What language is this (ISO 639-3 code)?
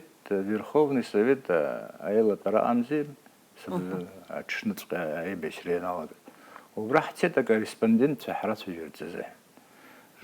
abk